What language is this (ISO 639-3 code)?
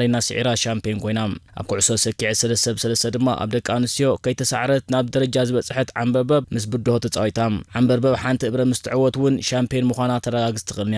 tir